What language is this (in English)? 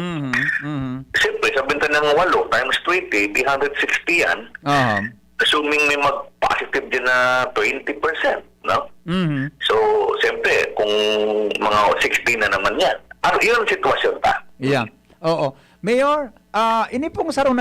Bikol